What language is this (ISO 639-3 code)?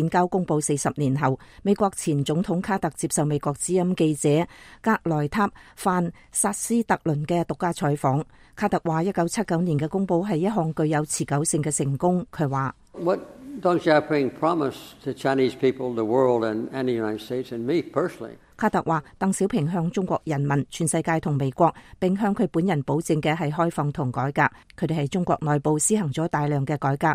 yue